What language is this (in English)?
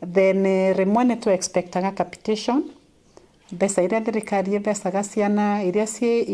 Meru